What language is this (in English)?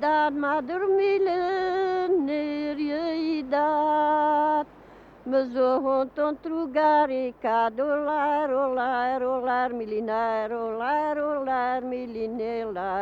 Breton